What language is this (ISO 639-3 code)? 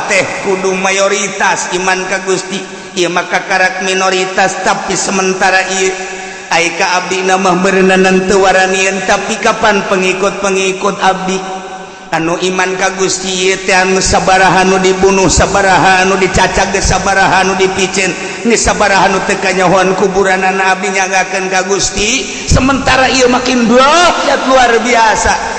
sun